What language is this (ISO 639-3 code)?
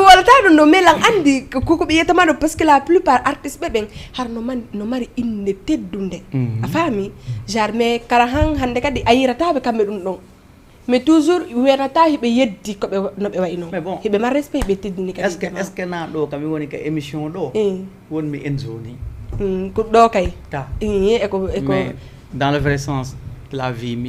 ful